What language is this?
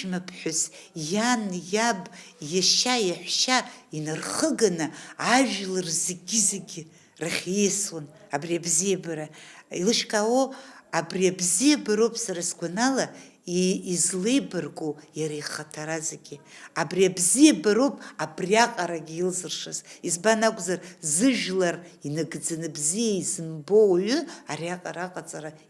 Abkhazian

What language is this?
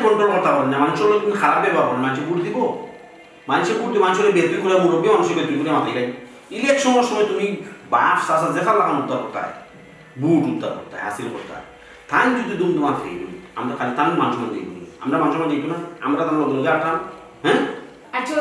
Sylheti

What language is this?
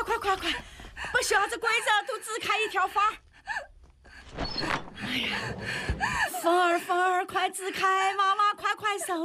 Chinese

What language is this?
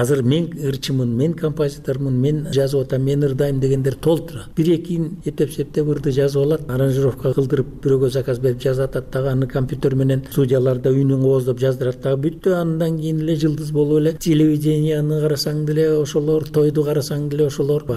Kyrgyz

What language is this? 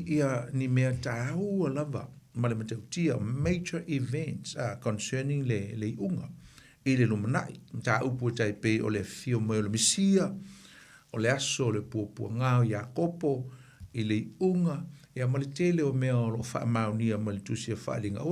Samoan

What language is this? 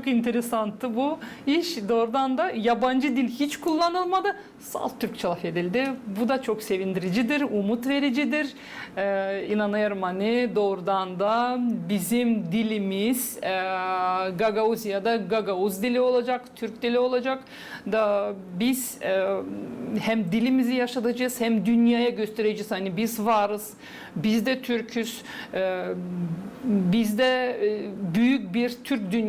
Gagauz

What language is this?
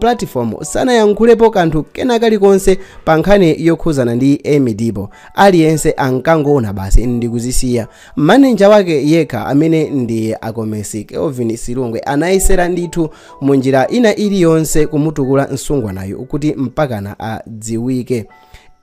Nyanja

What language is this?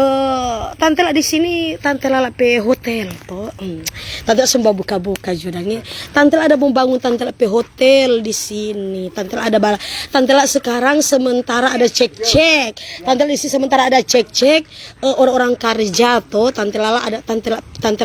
Manado Malay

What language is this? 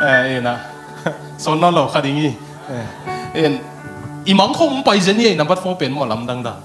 Tedim Chin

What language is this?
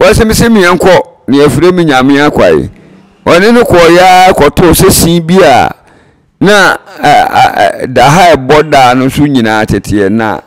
Akan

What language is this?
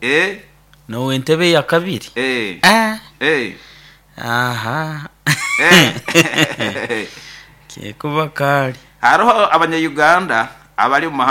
Nyoro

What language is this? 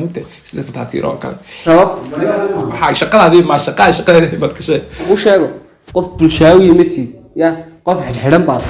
Somali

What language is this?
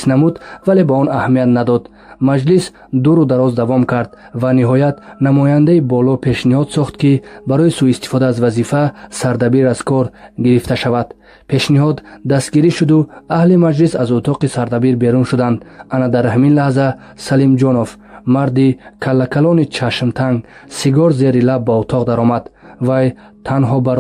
Tajik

